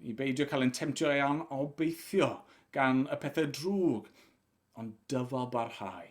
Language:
Welsh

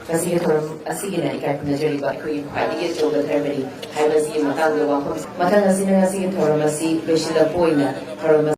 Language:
Manipuri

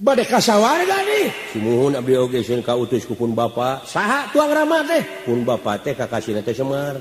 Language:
Sundanese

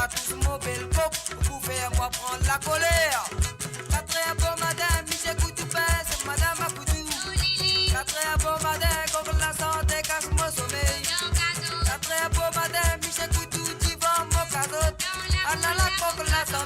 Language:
Morisyen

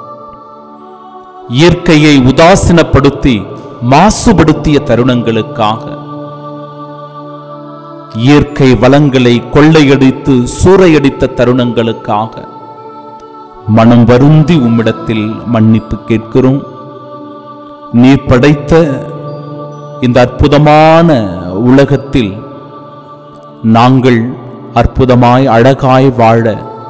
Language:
Tamil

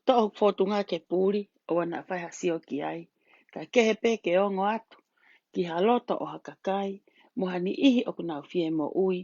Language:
Tongan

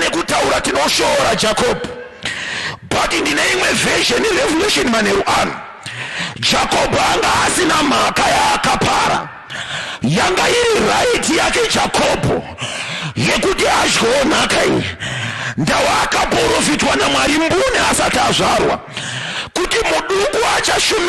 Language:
Shona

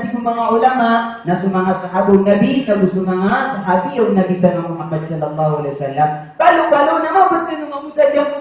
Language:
Maranao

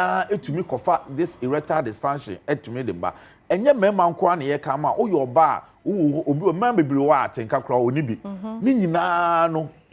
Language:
Akan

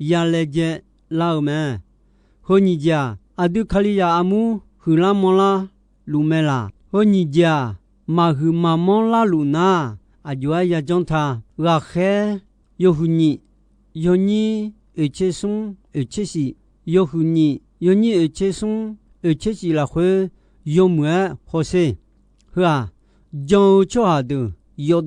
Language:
Akha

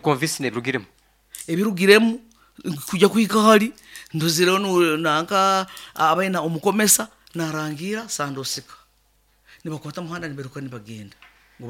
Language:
Nyankole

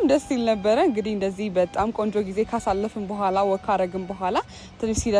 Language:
Amharic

